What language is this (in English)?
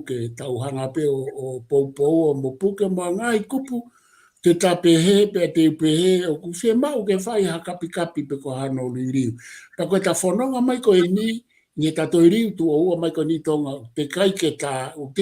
Tongan